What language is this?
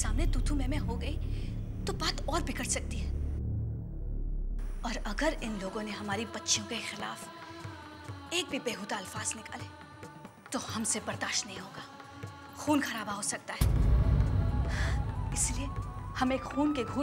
Hindi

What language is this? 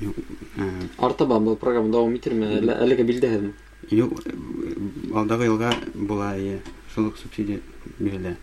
Bashkir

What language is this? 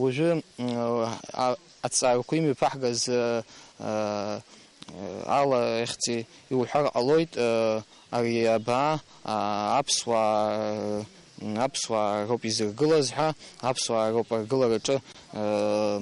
Abkhazian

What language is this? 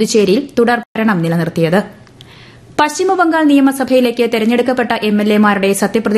Malayalam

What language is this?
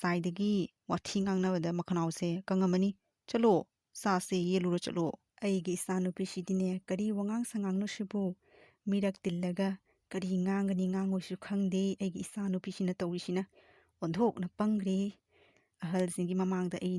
Manipuri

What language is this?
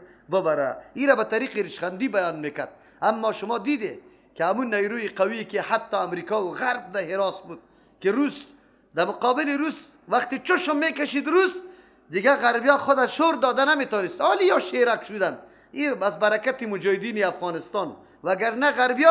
Persian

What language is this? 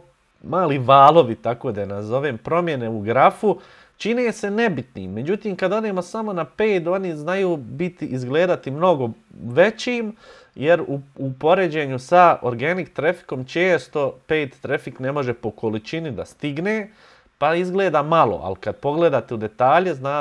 Bosnian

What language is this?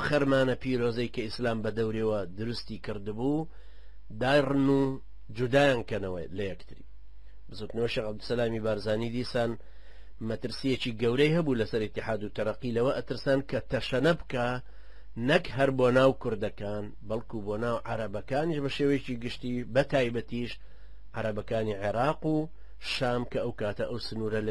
Central Kurdish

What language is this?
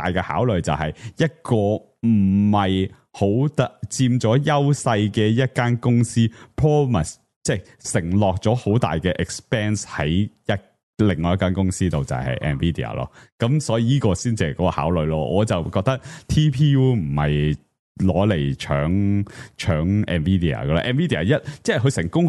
Cantonese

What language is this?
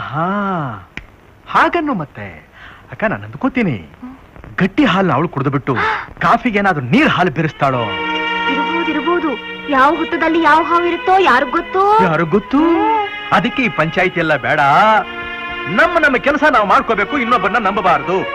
Kannada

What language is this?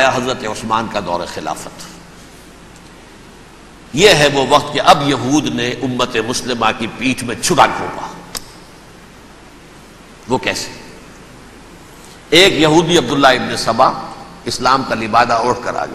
Urdu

